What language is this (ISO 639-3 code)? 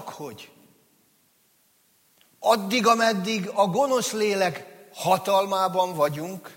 hun